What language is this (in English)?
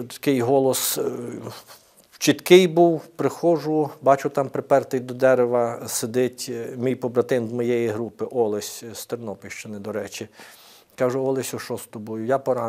Ukrainian